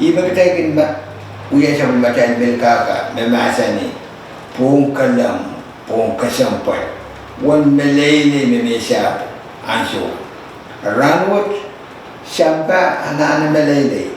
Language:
Pohnpeian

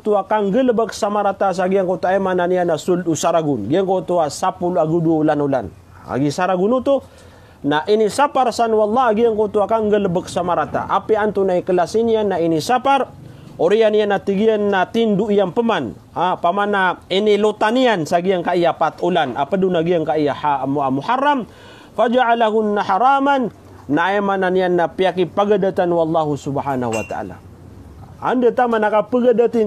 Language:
Maranao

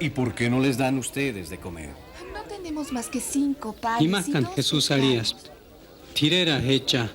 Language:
Purepecha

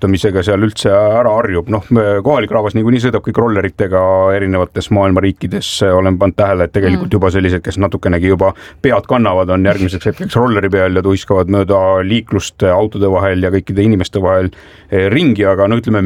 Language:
Estonian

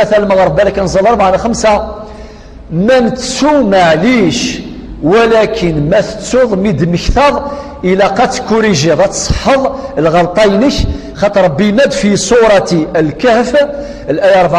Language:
Kabyle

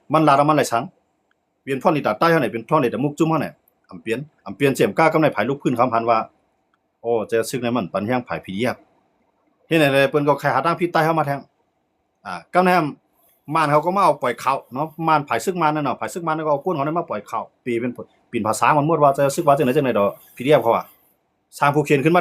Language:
Shan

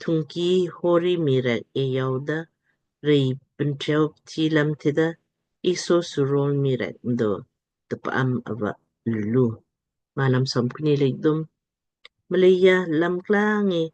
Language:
Lamkang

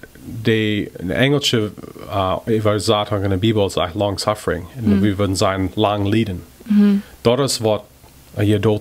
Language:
Plautdietsch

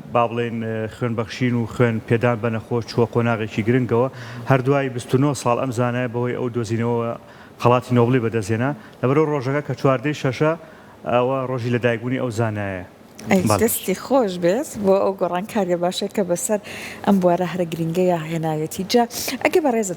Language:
Central Kurdish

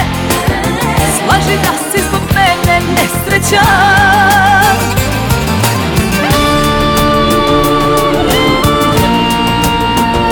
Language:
Croatian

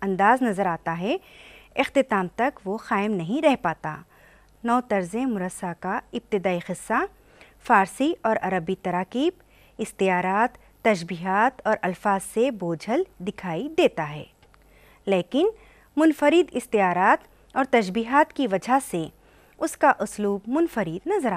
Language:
Urdu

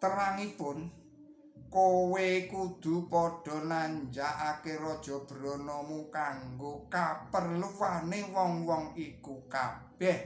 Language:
Javanese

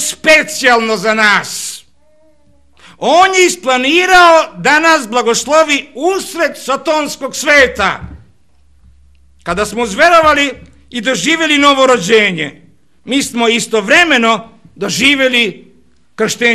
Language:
Serbian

